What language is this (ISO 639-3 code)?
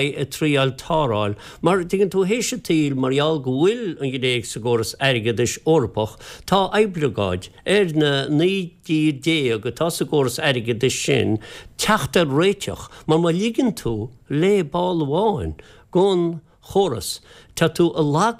gle